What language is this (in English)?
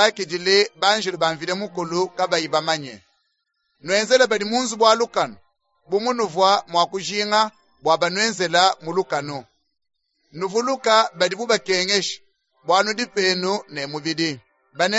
Luba-Lulua